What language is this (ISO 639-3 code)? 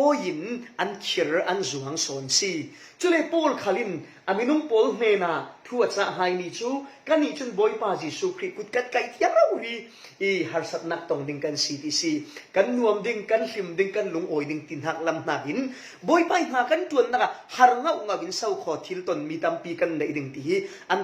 cfm